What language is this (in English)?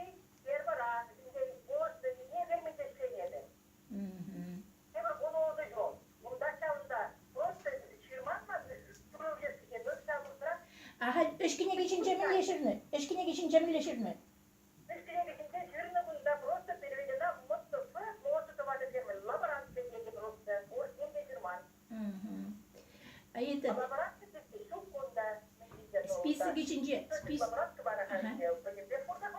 Chuvash